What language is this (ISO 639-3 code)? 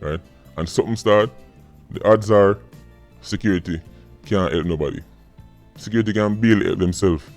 jam